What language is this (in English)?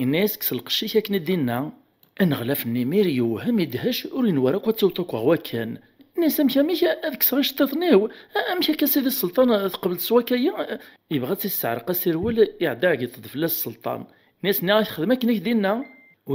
Kabyle